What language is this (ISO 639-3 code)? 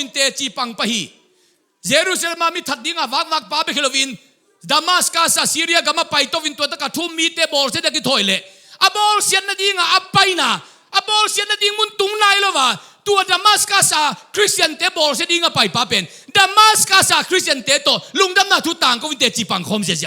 ctd